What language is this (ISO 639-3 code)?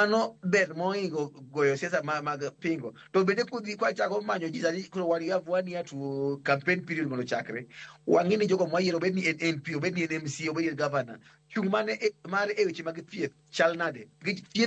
luo